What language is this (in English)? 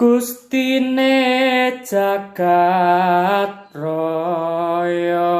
Javanese